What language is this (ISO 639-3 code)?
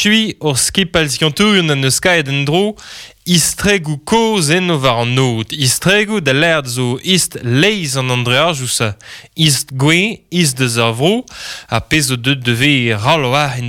bre